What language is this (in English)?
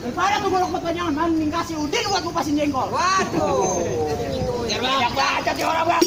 Betawi